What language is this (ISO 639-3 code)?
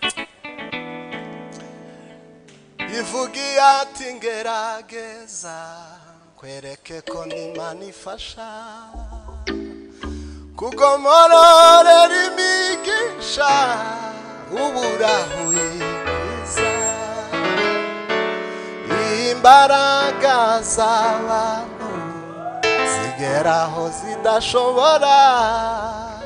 kin